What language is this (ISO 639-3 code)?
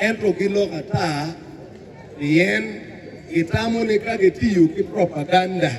ach